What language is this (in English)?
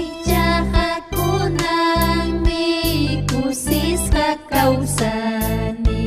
Ayacucho Quechua